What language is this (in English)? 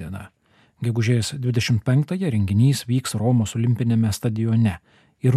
Lithuanian